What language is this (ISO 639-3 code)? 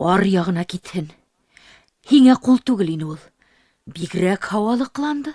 bak